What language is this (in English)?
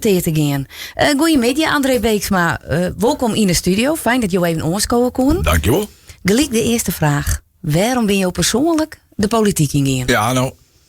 Western Frisian